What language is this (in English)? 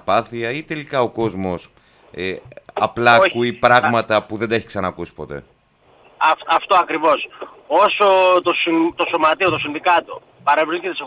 Greek